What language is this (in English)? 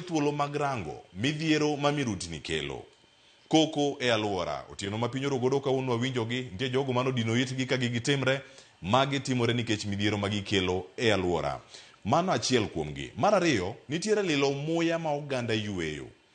Luo (Kenya and Tanzania)